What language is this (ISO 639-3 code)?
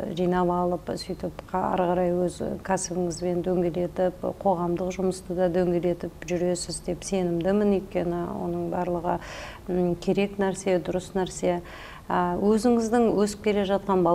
kaz